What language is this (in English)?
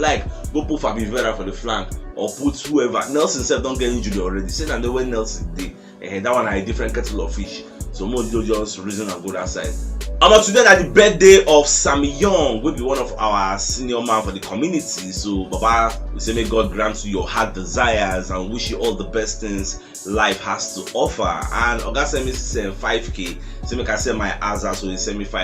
Nigerian Pidgin